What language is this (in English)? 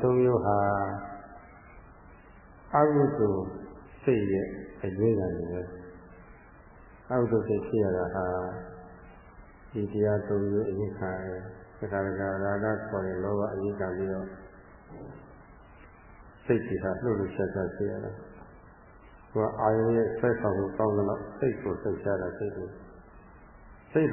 Burmese